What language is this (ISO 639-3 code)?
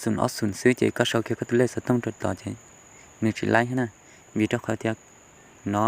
hmn